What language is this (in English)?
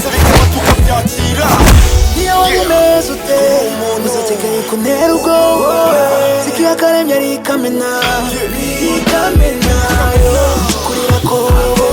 Kinyarwanda